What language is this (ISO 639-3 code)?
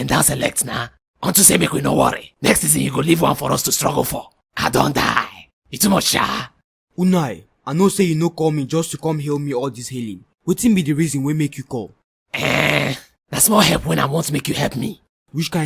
pcm